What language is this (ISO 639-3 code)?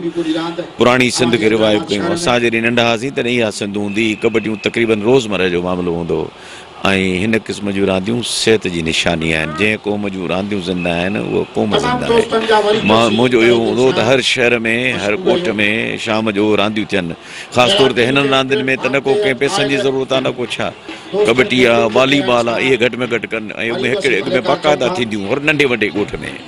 snd